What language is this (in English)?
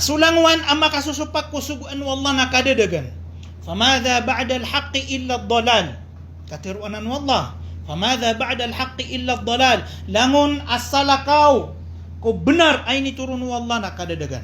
Maranao